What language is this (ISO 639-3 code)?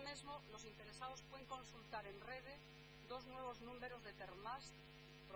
ast